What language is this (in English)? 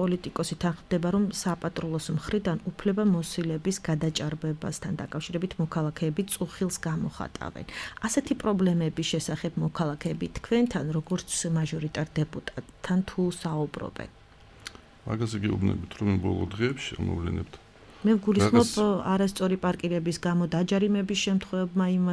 Georgian